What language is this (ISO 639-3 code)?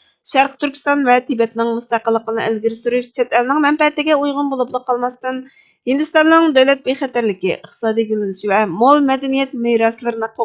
uig